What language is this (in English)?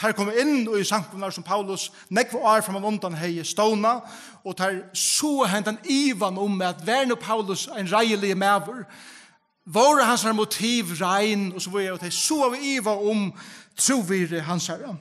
Faroese